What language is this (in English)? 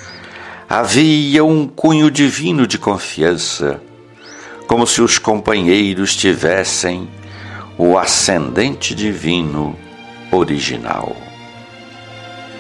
Portuguese